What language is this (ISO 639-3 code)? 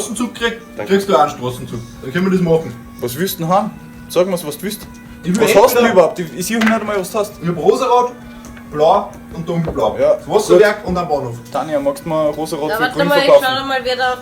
bar